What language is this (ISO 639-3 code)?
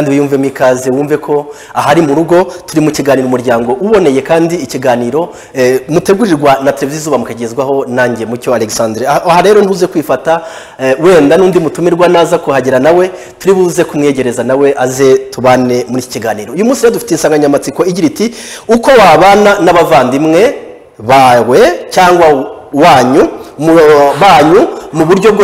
kin